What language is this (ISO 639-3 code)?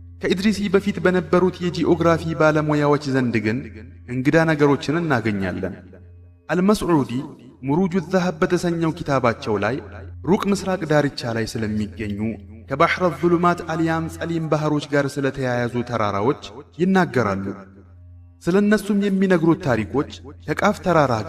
amh